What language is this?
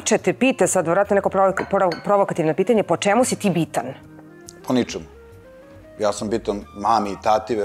Serbian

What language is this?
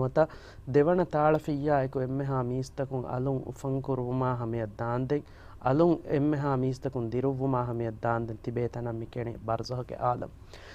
Divehi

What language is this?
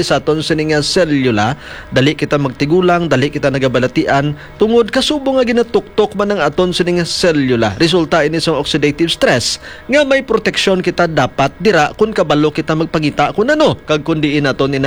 Hiligaynon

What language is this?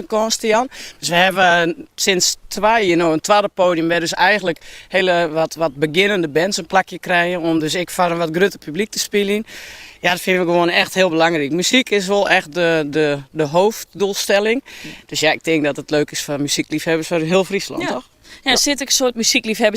Western Frisian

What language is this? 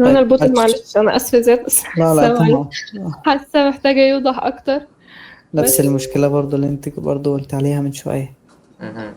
Egyptian Arabic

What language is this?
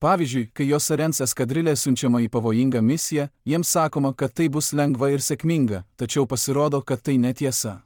Lithuanian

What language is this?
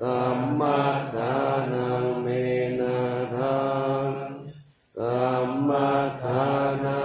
Pali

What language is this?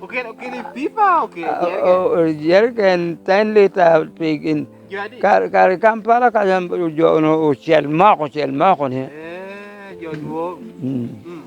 Lango (Uganda)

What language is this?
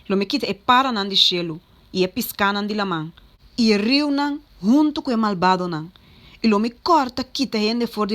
Papiamento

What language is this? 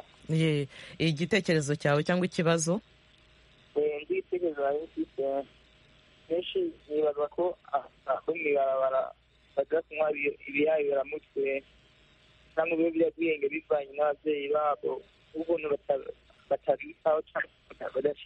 Kinyarwanda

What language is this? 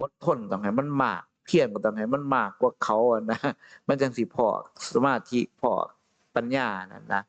Northeastern Thai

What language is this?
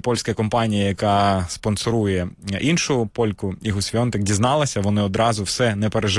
Ukrainian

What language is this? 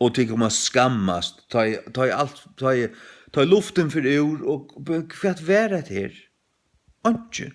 Faroese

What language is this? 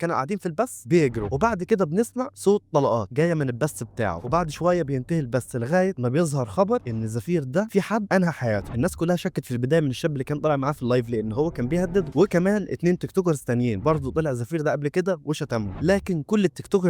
Egyptian Arabic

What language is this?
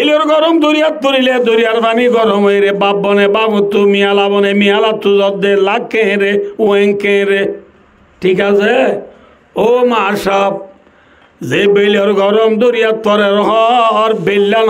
Rohingya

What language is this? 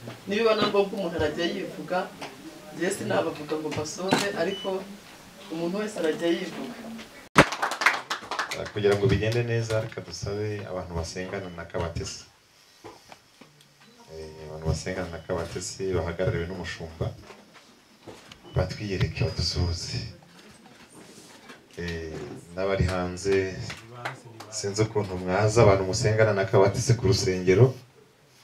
Kinyarwanda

